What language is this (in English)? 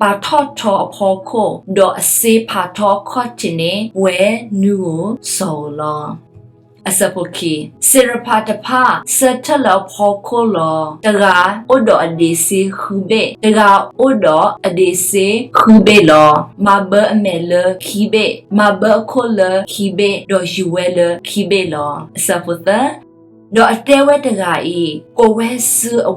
S'gaw Karen